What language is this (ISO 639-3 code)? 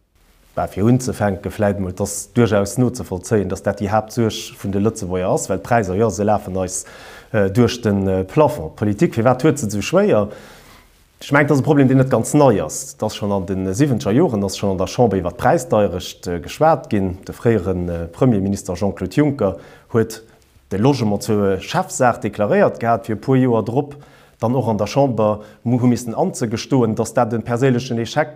ltz